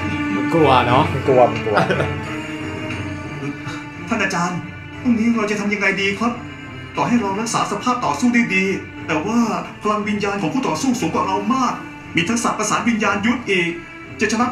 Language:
Thai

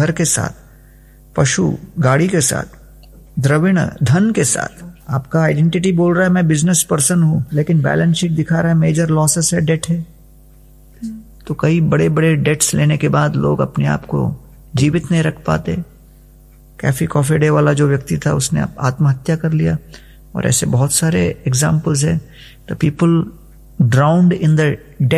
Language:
Hindi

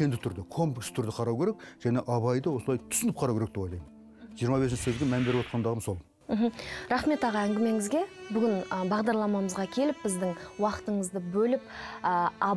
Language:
Kazakh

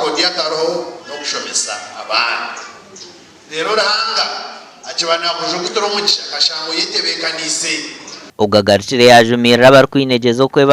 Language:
Nyankole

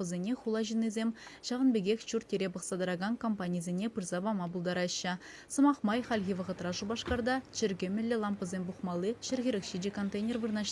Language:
Chuvash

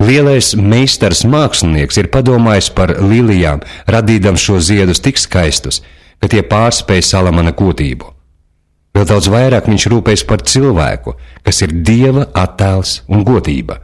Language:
Latvian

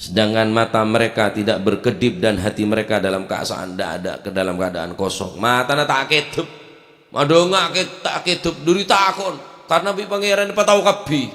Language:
Madurese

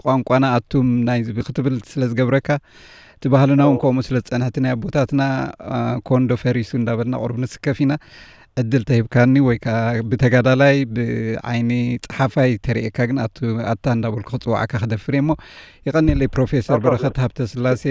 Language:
Tigrinya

